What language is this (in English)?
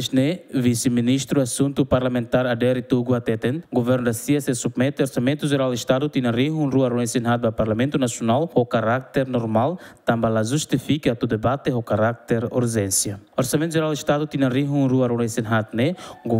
Tetum